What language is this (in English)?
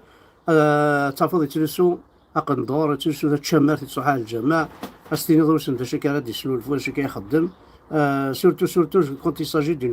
Kabyle